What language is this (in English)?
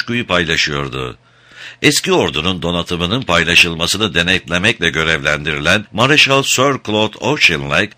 Turkish